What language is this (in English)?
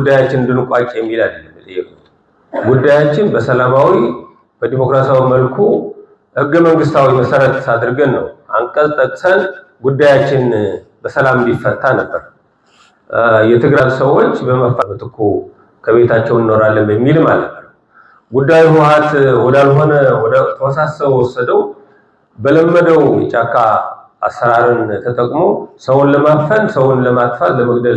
Amharic